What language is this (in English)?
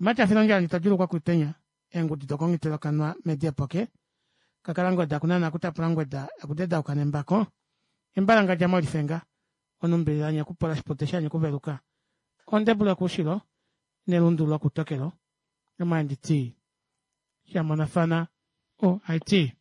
Kuanyama